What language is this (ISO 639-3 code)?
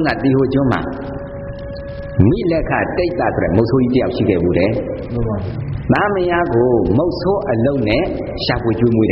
mya